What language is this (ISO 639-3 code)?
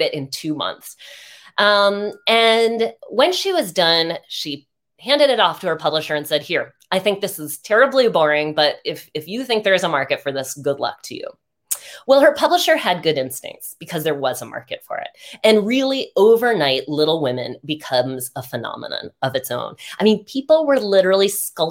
eng